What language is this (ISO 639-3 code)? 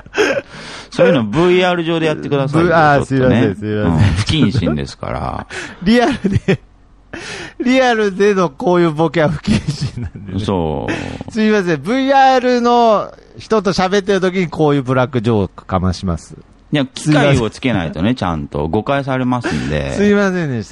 jpn